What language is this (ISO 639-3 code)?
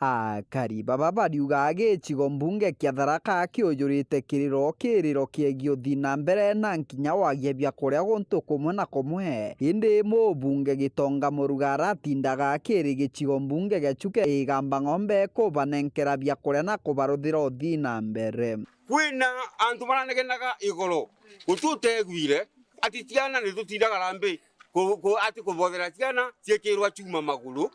mer